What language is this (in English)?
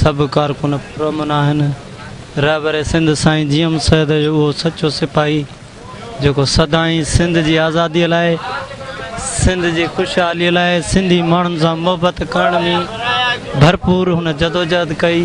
Sindhi